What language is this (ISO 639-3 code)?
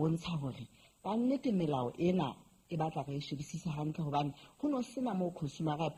sot